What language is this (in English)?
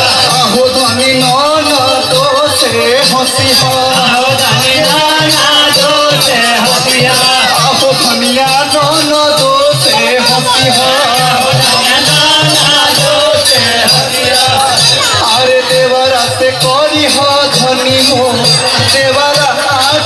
Bhojpuri